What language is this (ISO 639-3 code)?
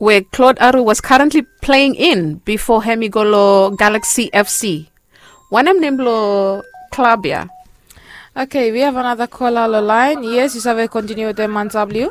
bis